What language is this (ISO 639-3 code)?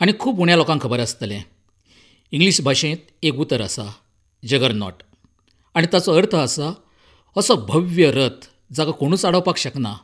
kok